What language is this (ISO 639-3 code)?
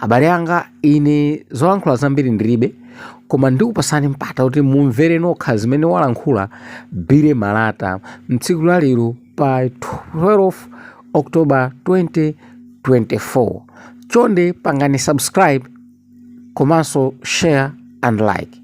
nya